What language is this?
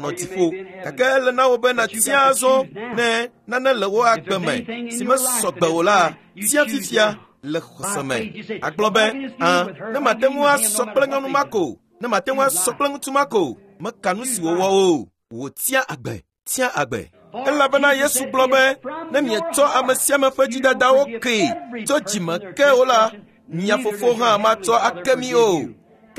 Ewe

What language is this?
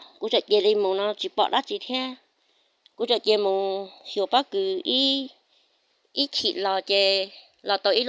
Hmong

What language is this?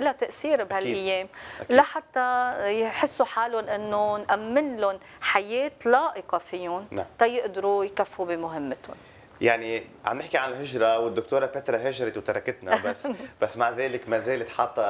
North Levantine Arabic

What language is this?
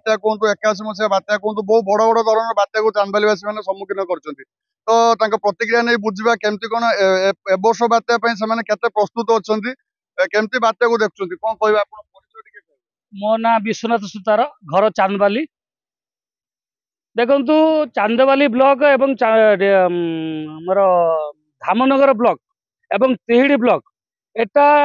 Odia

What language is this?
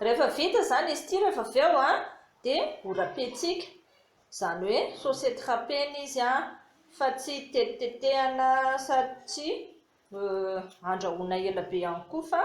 Malagasy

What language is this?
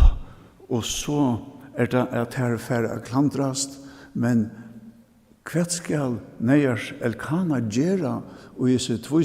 Faroese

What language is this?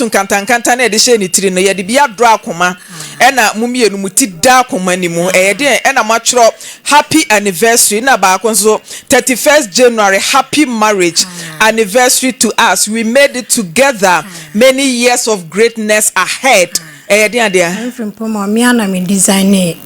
Akan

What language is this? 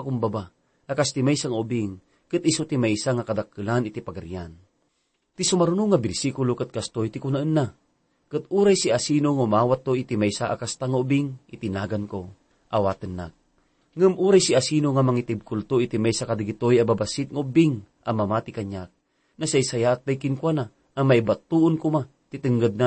Iloko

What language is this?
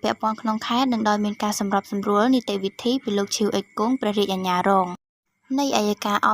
Khmer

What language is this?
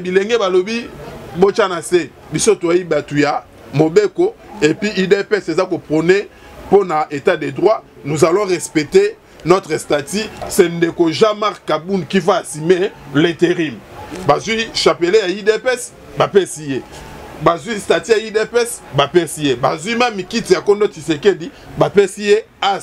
Lingala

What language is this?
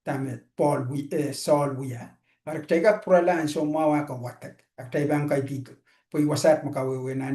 Pohnpeian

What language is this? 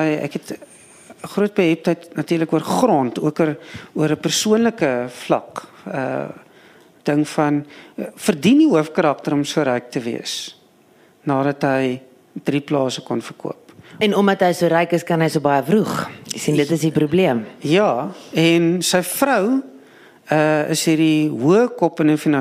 Afrikaans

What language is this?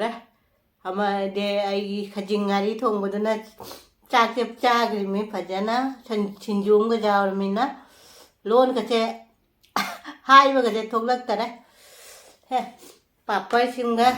Manipuri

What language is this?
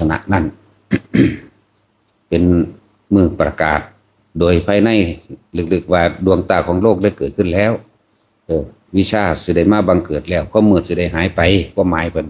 Lao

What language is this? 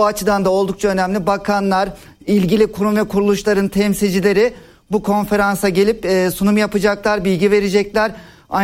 Turkish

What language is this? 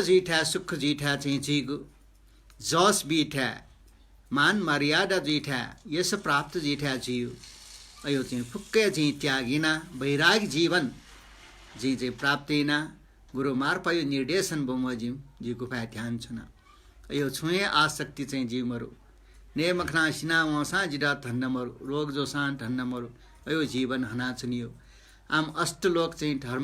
Newari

